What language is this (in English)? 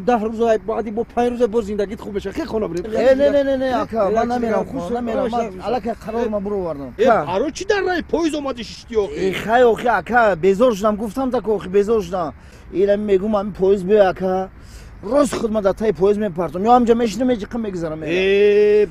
Tajik